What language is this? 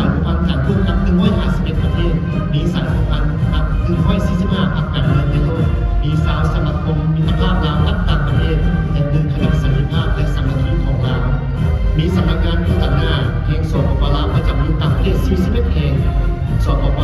Lao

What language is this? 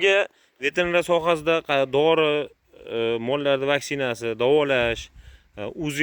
Uzbek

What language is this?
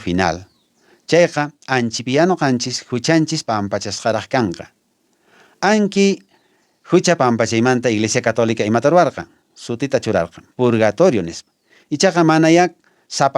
Quechua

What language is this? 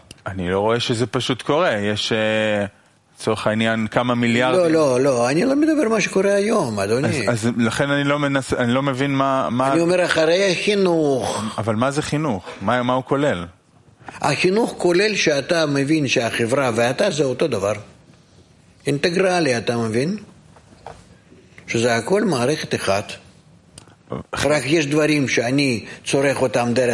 Hebrew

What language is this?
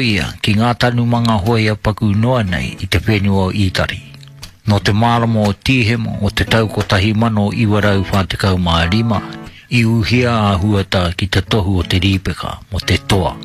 Māori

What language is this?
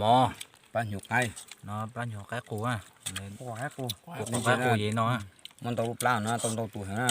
Hmong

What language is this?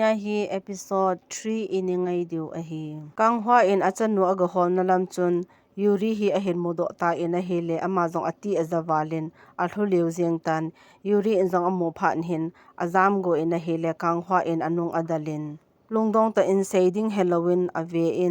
Thado Chin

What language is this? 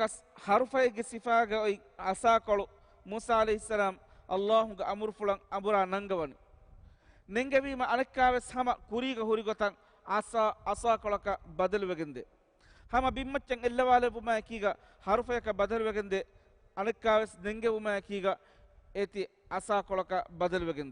Divehi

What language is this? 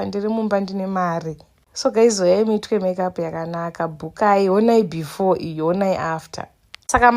Shona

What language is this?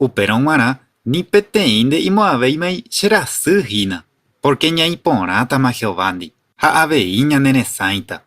Guarani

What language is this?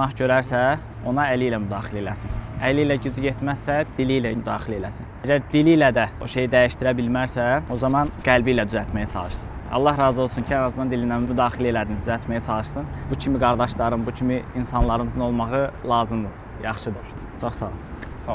Azerbaijani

